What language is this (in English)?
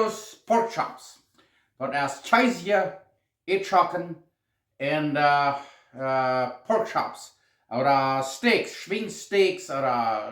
Plautdietsch